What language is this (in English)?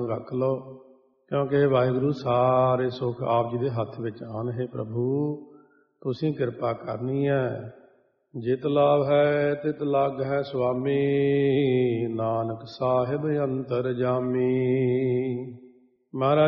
Punjabi